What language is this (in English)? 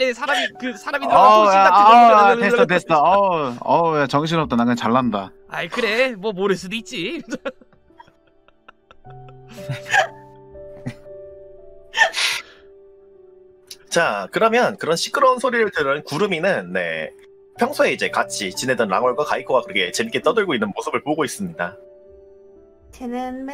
Korean